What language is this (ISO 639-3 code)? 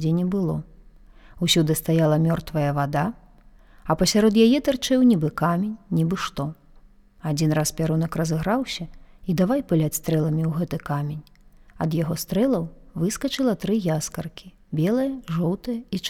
bel